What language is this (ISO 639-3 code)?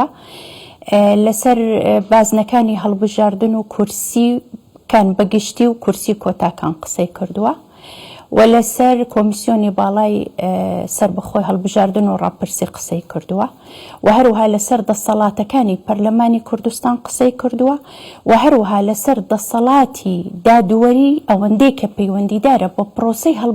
ckb